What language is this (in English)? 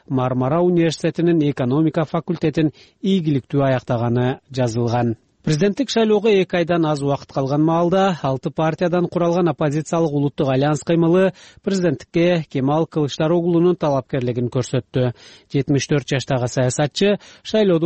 Kyrgyz